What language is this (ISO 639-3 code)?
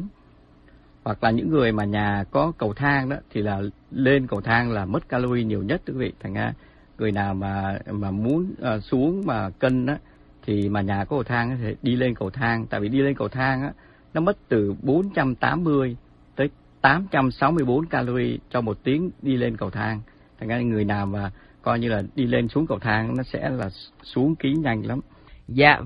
vie